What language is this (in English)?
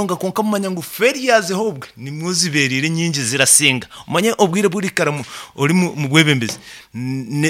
Nyoro